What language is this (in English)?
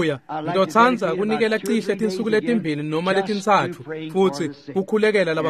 Swati